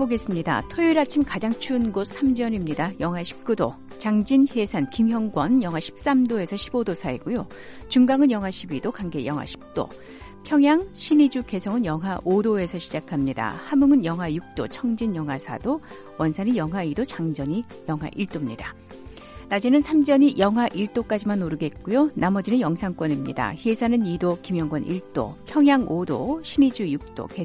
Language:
Korean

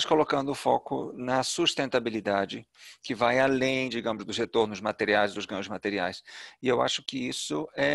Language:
Portuguese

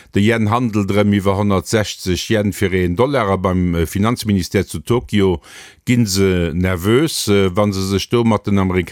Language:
Luxembourgish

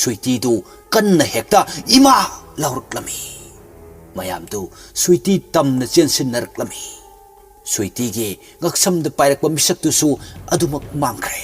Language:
Manipuri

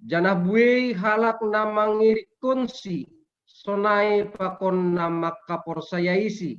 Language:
Batak Simalungun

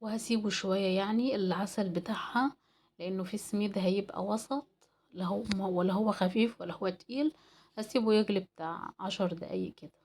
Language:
Egyptian Arabic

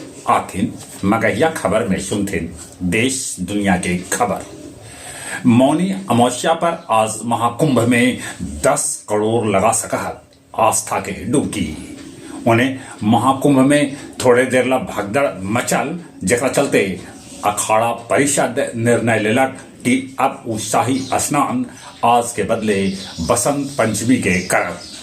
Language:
Magahi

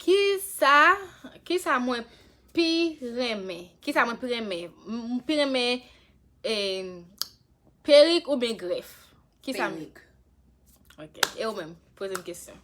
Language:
Haitian Creole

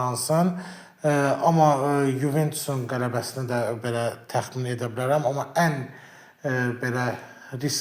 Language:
Azerbaijani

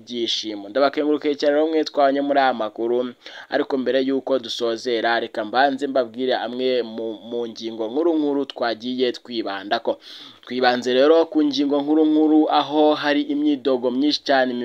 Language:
Rundi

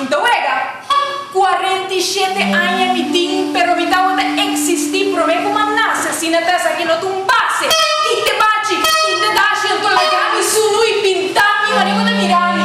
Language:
Papiamento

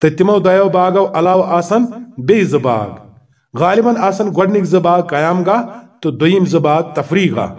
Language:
Kashmiri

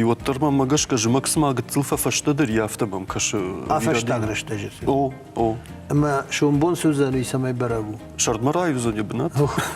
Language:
Ossetic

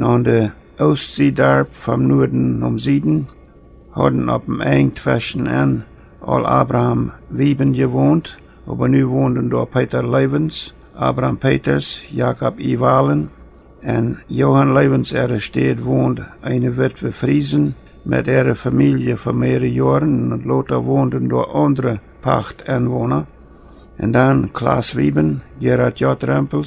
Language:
Plautdietsch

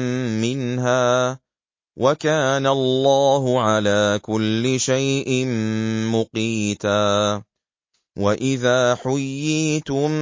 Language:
Arabic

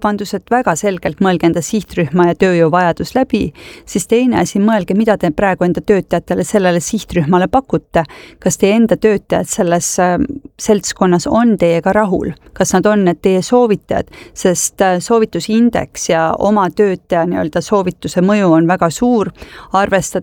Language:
Estonian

